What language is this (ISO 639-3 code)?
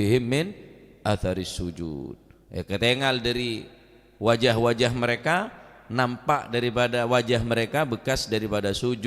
mad